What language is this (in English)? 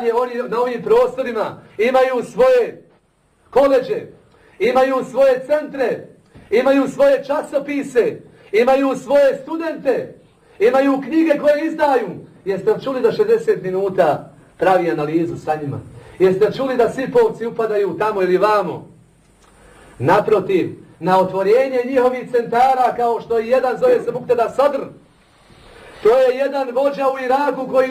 Bosnian